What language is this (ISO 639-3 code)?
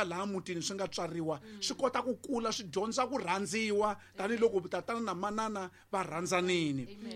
tso